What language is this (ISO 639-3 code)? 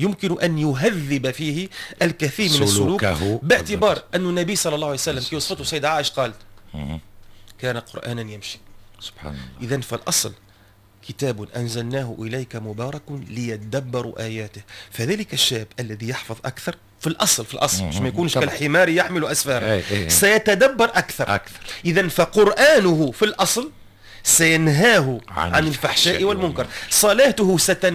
aeb